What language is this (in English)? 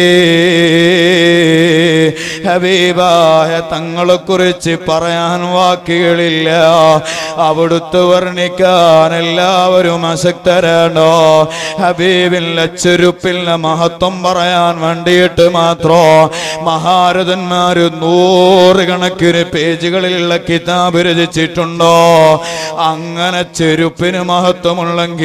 Malayalam